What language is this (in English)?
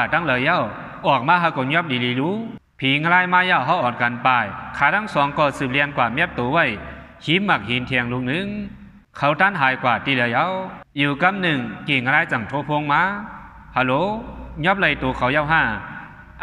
Shan